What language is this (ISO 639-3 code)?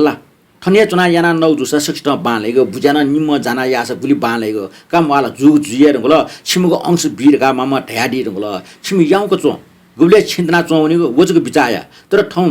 new